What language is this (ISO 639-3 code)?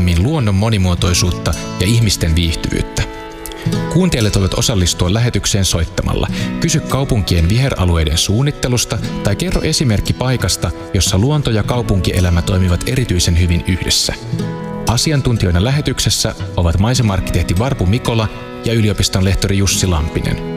fin